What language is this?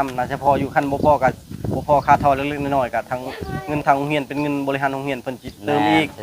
Lao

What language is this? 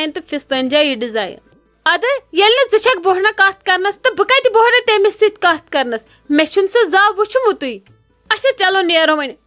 Kashmiri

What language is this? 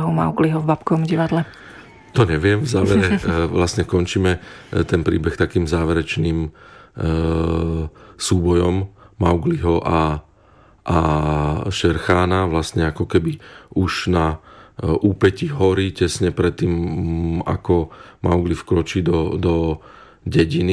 Slovak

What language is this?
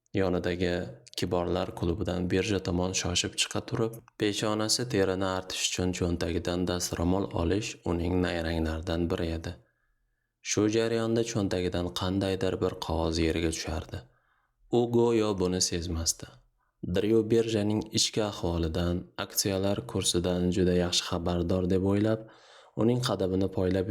Uzbek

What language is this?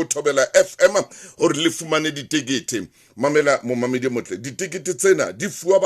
Southern Sotho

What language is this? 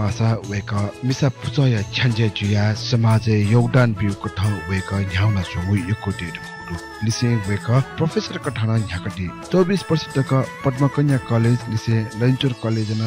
Newari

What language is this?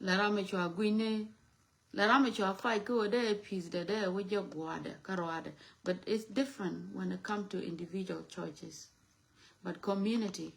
Nuer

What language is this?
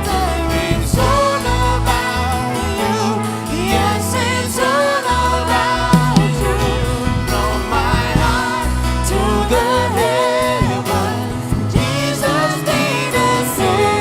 Papiamento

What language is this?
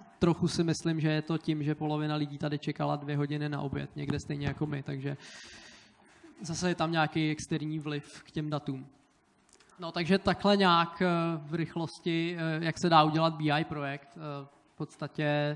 Czech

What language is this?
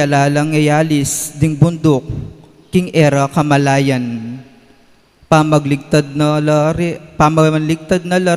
Pampanga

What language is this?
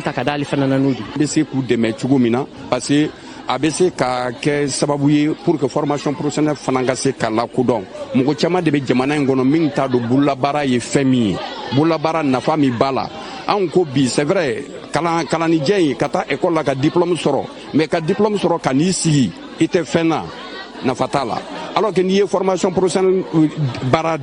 Bambara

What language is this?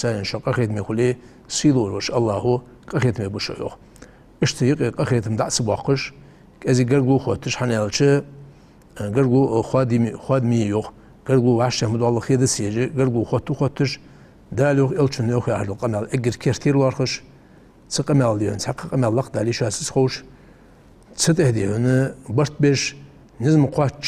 Ingush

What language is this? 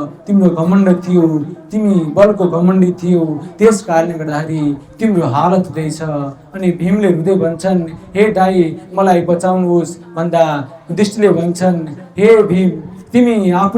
Nepali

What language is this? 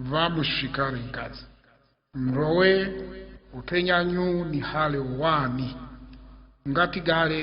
Chopi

